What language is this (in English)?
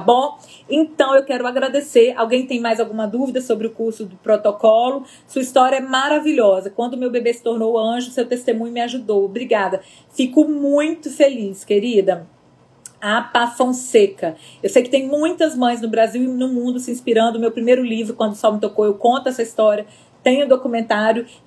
Portuguese